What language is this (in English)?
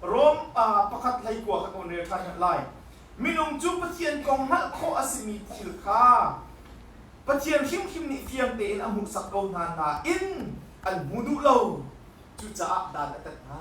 Hakha Chin